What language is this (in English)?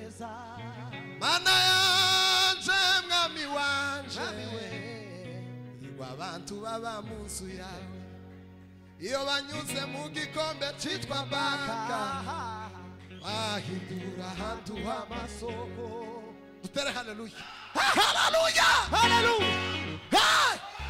Kinyarwanda